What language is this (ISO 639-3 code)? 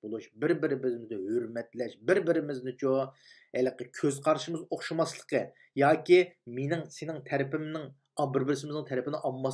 uig